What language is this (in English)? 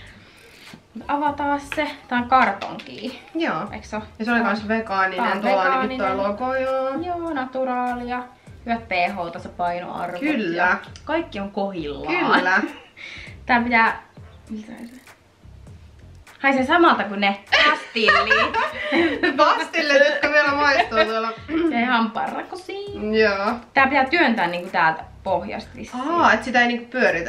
Finnish